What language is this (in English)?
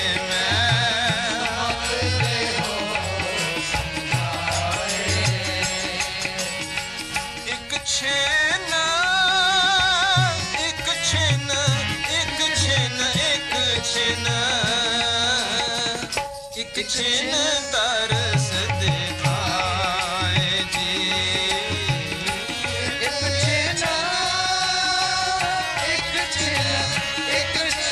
Hindi